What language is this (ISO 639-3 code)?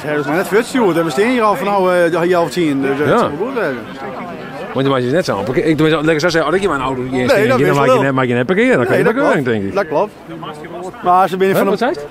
fry